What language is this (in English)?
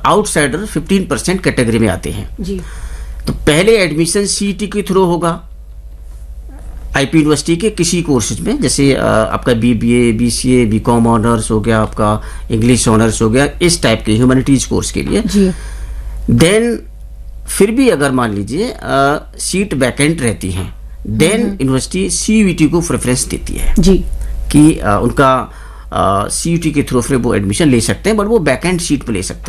Hindi